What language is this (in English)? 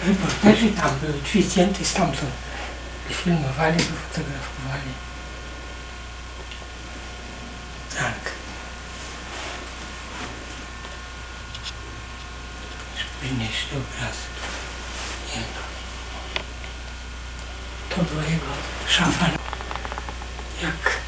Polish